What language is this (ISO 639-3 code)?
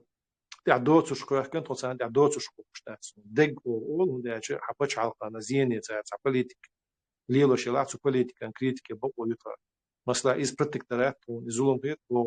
che